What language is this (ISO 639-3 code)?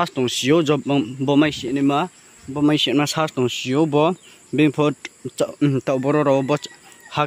ria